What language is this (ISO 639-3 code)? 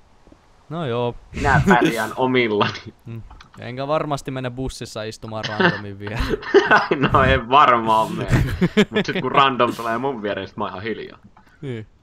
fin